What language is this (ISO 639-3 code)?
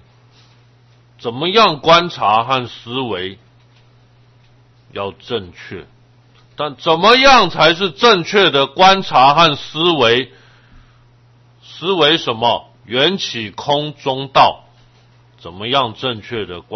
zho